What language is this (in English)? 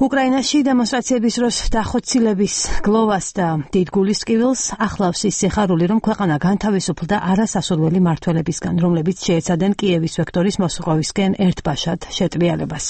Georgian